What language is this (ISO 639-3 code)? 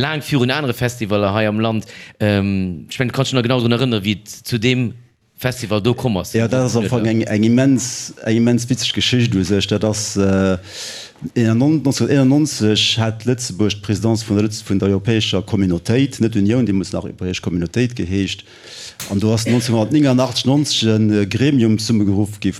ltz